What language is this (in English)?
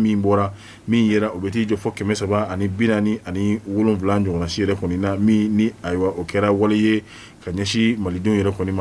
Bambara